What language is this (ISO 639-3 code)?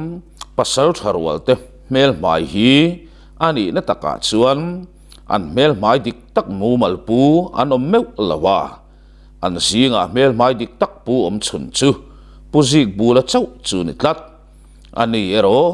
lus